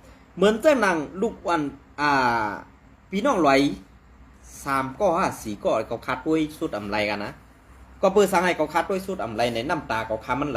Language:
Shan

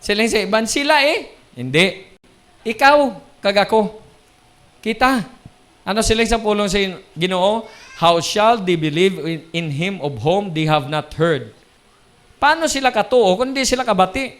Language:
Hiligaynon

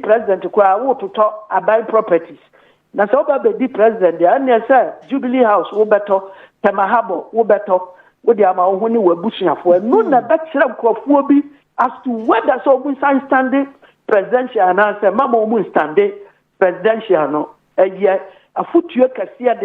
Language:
Akan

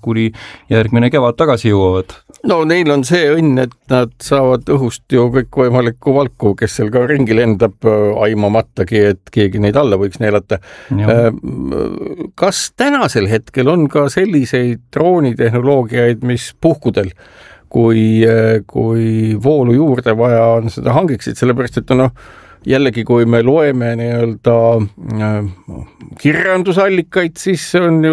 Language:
Estonian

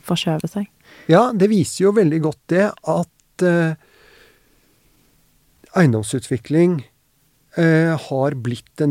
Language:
Norwegian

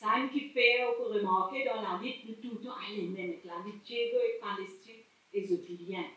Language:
Morisyen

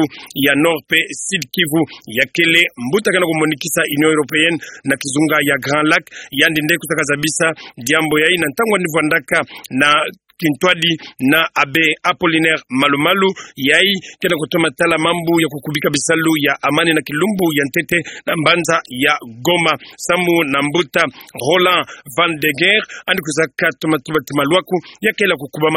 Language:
Kituba (Democratic Republic of Congo)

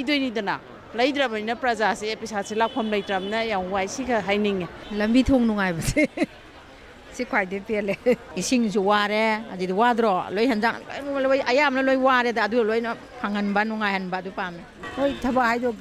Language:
Manipuri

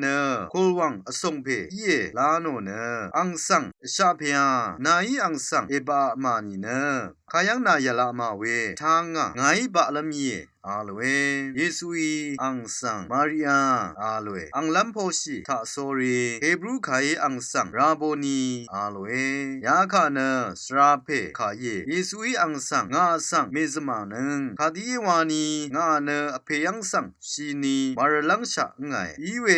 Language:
Rawang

